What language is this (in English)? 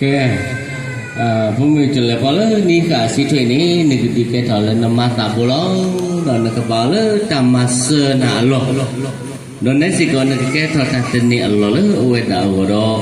S'gaw Karen